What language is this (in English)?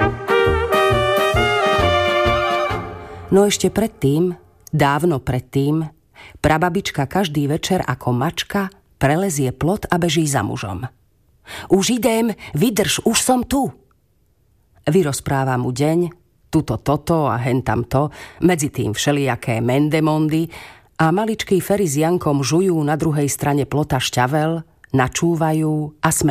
Slovak